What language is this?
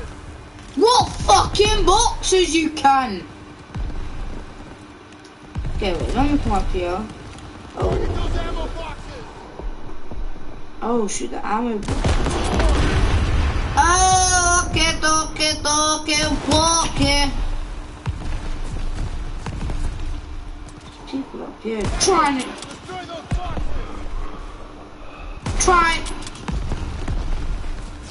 English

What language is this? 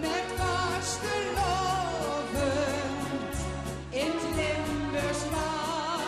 Limburgish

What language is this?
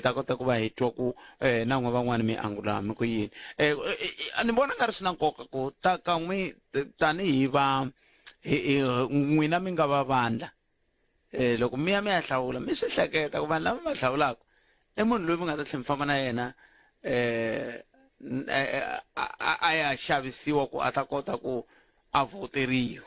Tsonga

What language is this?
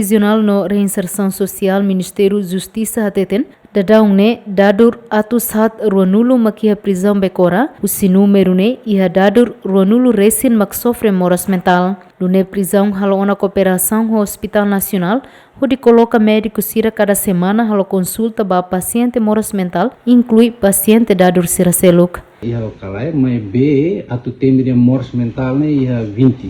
Tetum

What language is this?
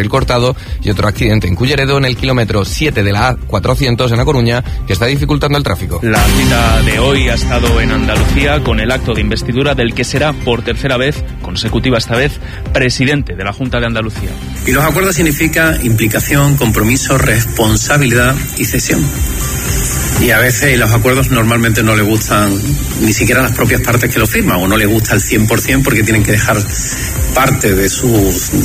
Spanish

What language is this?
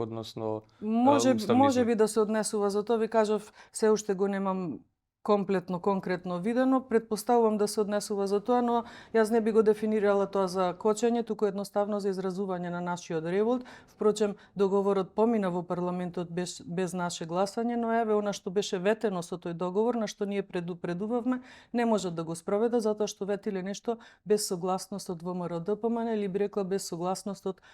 Macedonian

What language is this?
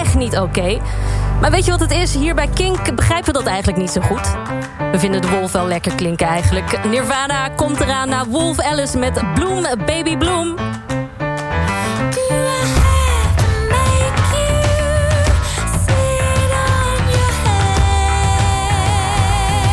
Dutch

